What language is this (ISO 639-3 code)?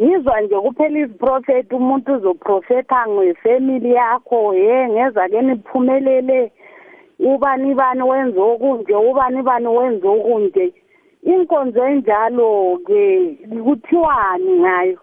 nbl